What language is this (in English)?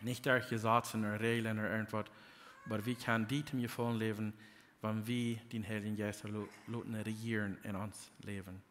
Plautdietsch